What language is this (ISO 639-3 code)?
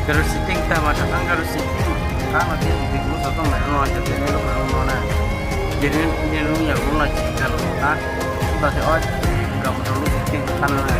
hmn